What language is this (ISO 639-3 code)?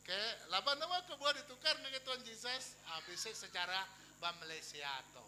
iba